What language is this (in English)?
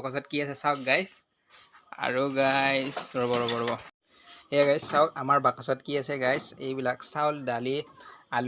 Assamese